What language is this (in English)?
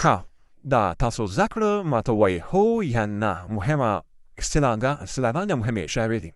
Pashto